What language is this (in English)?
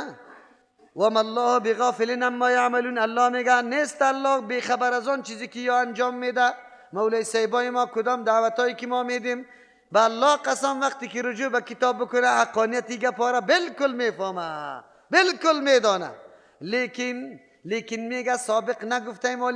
Persian